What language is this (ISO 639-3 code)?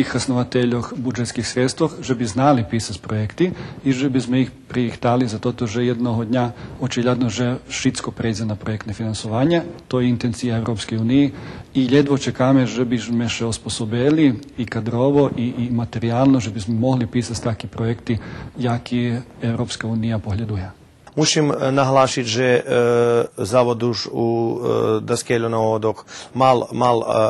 rue